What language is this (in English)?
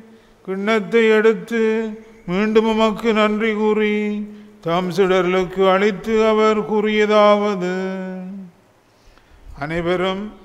Tamil